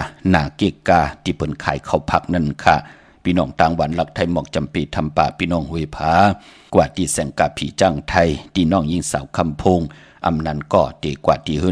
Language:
Shan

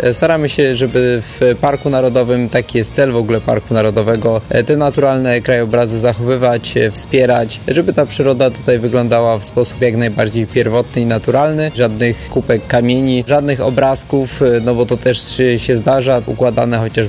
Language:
Polish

